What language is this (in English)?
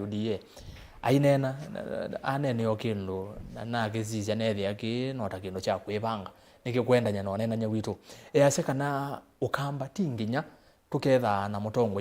Kamba